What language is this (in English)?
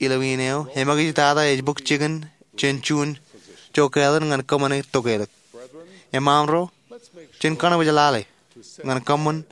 Marshallese